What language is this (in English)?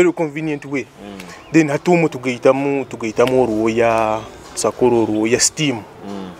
Nyoro